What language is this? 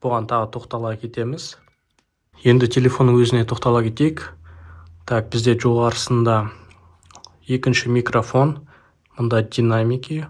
Kazakh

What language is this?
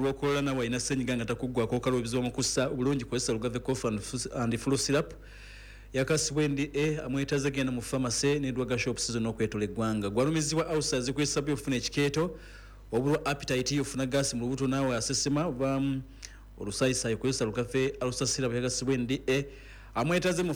Ganda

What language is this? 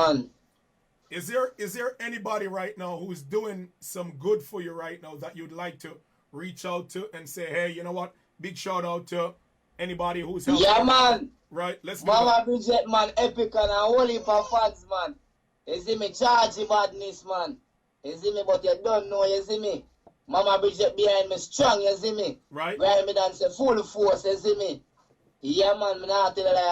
Jamaican Creole English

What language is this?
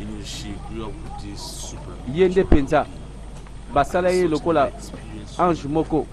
Lingala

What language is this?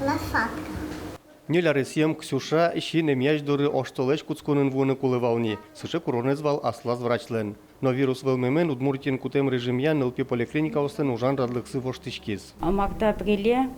Udmurt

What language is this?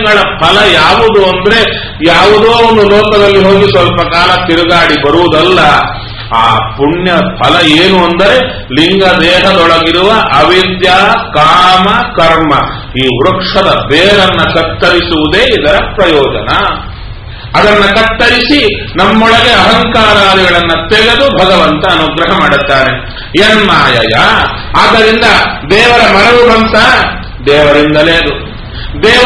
Kannada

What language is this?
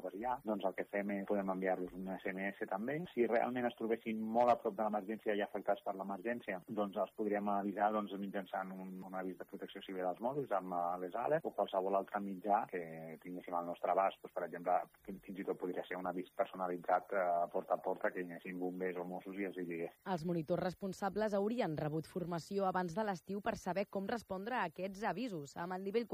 Catalan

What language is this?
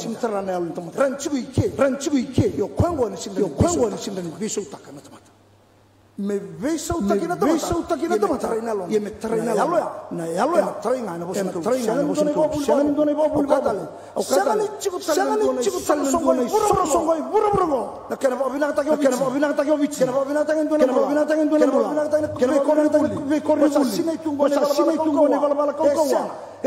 Fijian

